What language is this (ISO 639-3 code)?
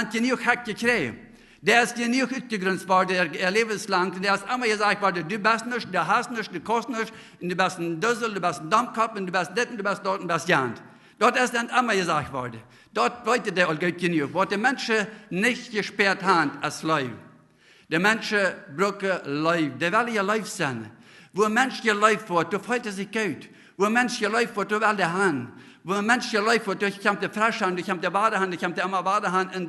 pdt